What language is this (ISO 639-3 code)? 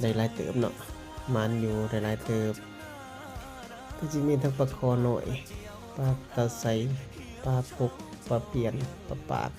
lao